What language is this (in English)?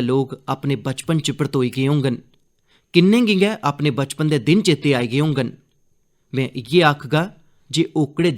Dogri